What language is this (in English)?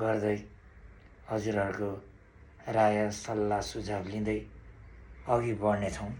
Nepali